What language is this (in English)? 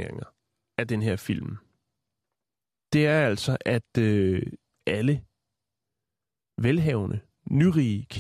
Danish